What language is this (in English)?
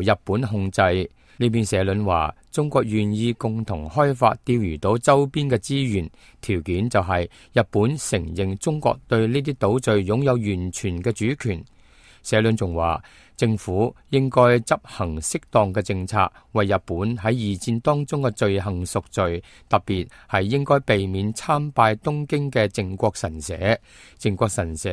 Cantonese